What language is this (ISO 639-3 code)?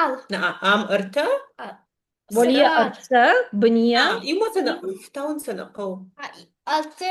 oss